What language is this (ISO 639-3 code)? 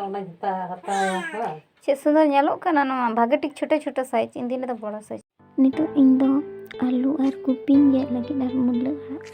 sat